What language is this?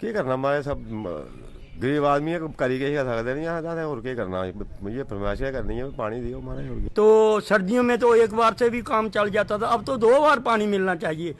Dogri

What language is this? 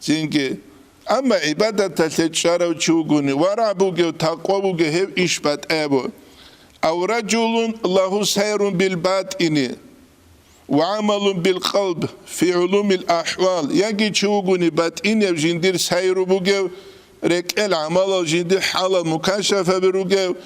Avaric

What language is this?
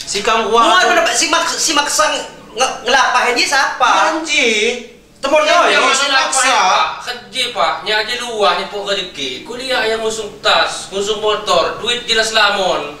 Lampung Api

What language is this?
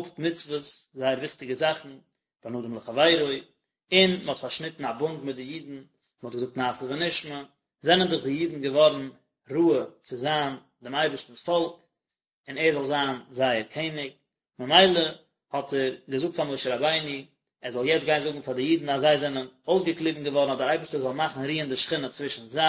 Yiddish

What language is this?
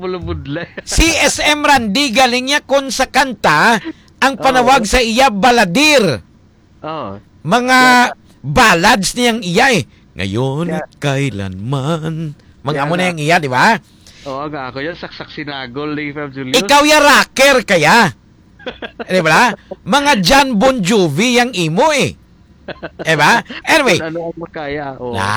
Filipino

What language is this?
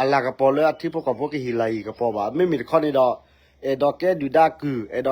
S'gaw Karen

